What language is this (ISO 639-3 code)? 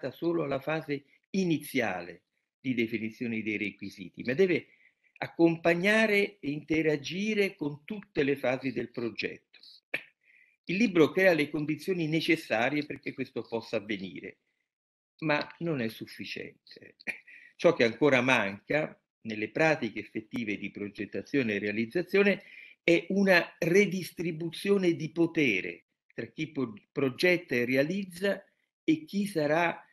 ita